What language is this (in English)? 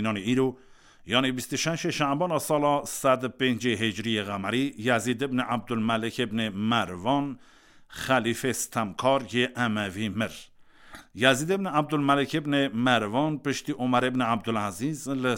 Kurdish